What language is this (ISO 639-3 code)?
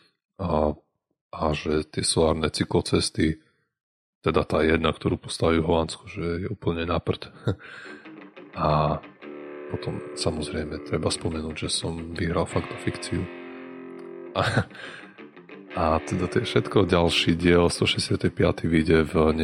slk